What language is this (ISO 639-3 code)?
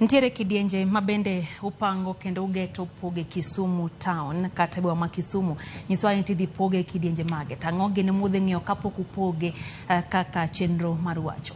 luo